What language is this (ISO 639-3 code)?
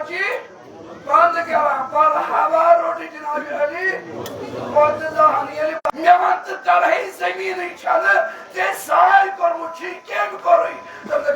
kas